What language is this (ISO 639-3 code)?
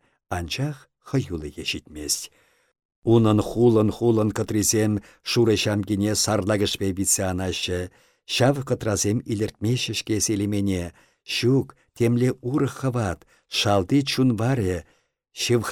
chv